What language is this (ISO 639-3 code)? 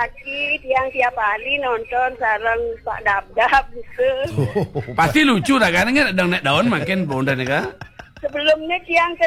ban